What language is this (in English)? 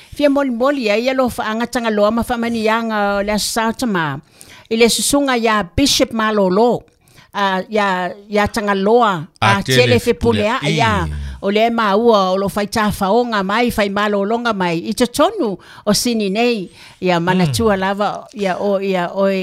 Samoan